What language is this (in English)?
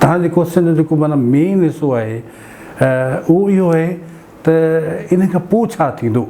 Sindhi